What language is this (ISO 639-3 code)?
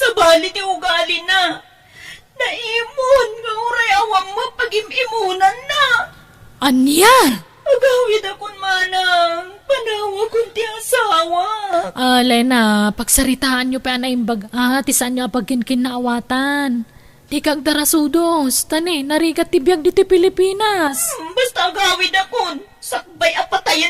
ilo